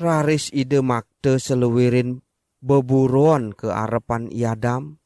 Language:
Balinese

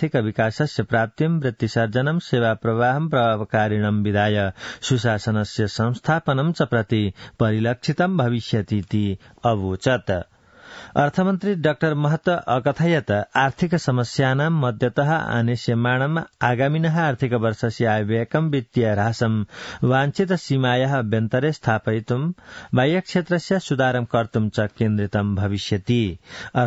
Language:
Sanskrit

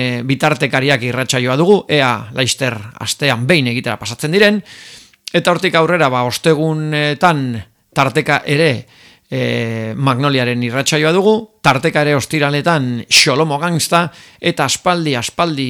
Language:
Basque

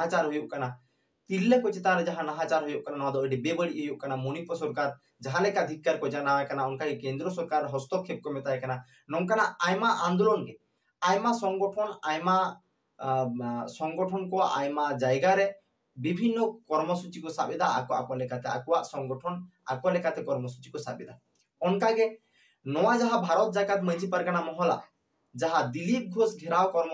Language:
Santali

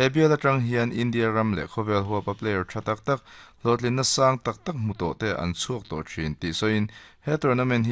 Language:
Mizo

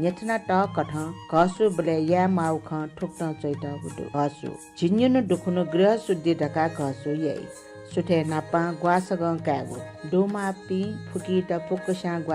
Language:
Newari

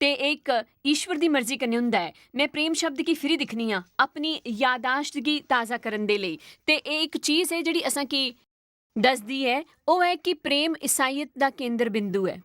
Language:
Dogri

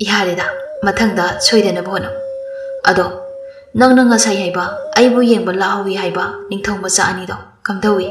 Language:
Manipuri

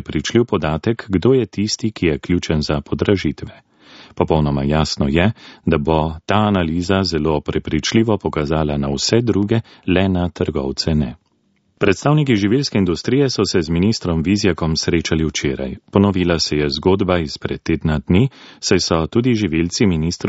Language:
Slovenian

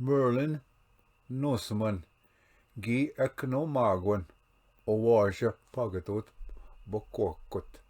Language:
Ojibwa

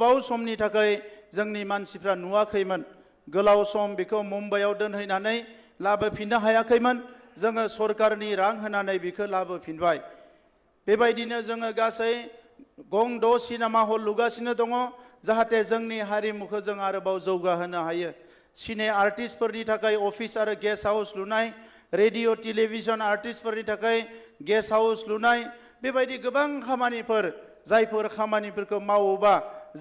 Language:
Bodo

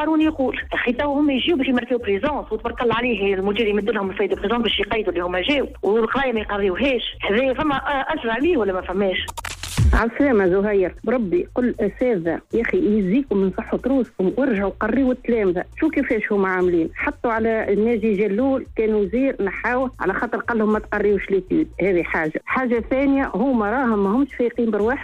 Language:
Tunisian Arabic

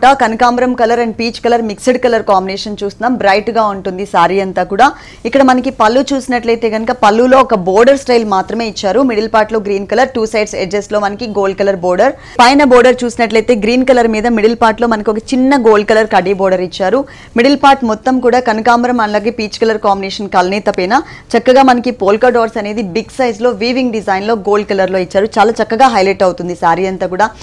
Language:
Telugu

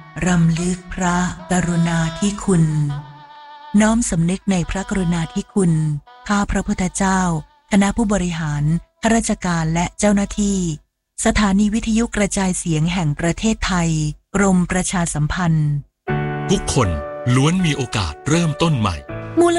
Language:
Thai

